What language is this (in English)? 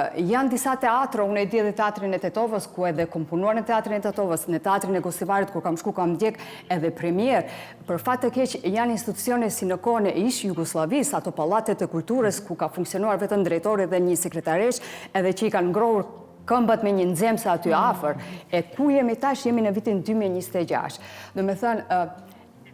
Albanian